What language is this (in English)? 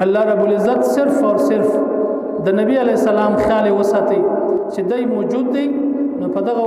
Pashto